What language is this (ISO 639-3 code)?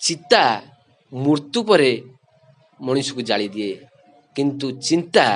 ori